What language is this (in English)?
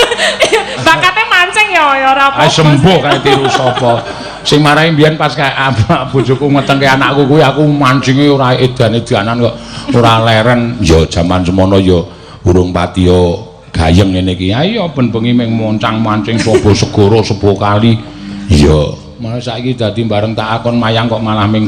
Javanese